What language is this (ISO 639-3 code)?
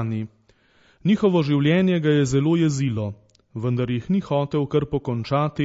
slv